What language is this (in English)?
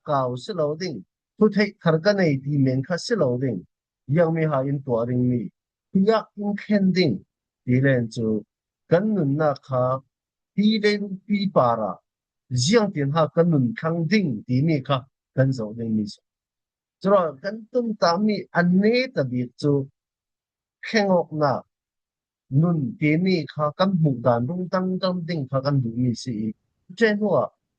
Falam Chin